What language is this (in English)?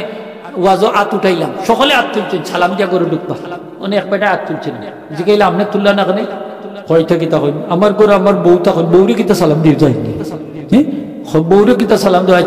Sylheti